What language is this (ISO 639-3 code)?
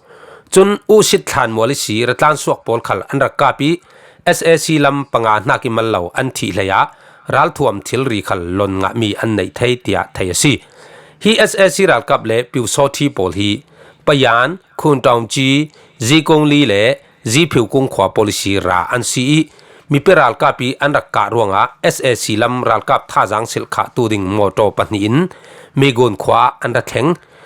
cfm